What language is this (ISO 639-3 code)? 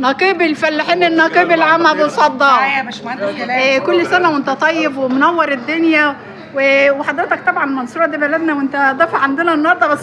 arz